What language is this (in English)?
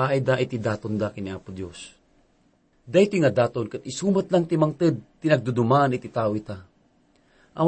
Iloko